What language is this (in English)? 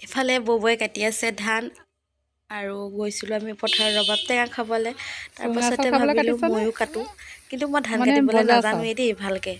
Assamese